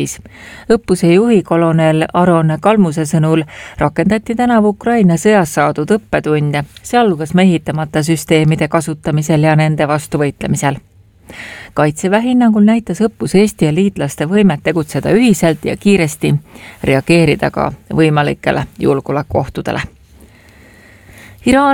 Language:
Estonian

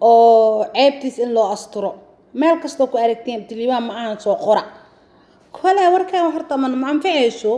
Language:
Somali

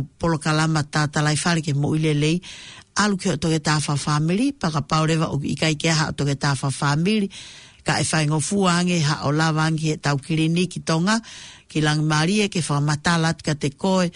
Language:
Tongan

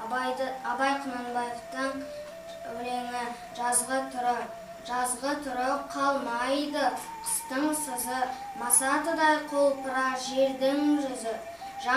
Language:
Kazakh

